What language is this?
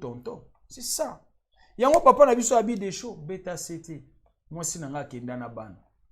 Lingala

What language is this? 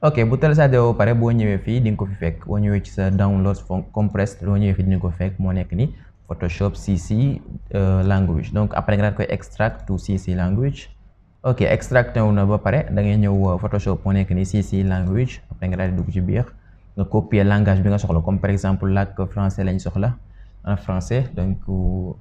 Wolof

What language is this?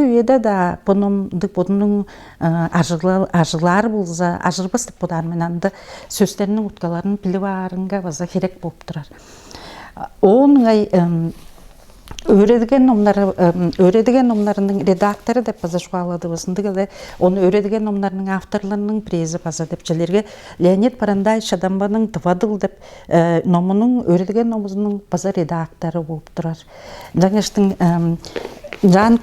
Tuvinian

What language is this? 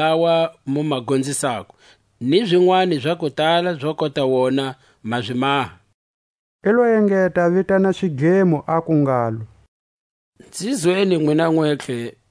Tswa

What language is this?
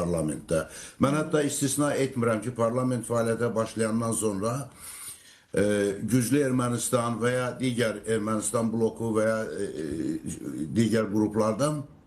Azerbaijani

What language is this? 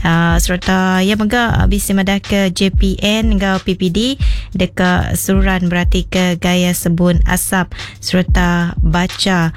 Iban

